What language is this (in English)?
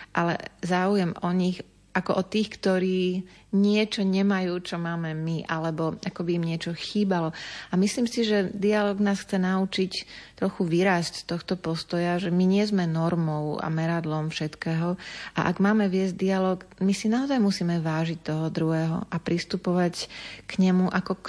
Slovak